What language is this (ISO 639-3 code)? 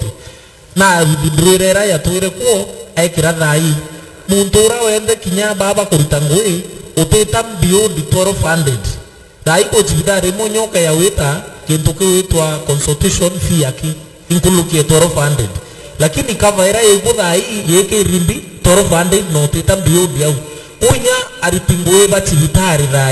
mer